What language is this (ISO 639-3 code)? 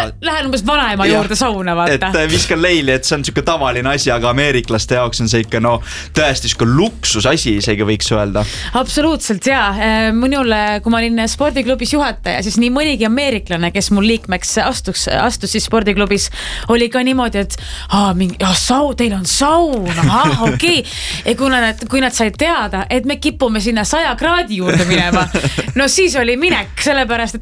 est